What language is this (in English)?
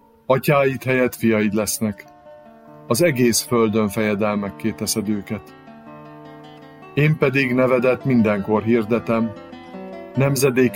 Hungarian